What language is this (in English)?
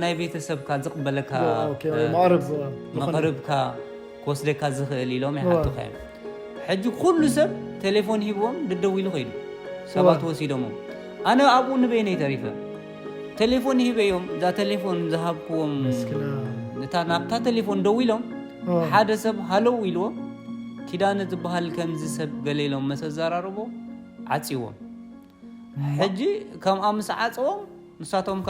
Tigrinya